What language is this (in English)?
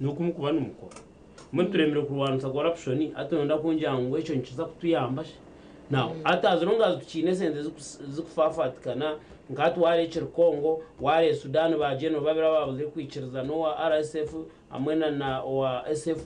Nyankole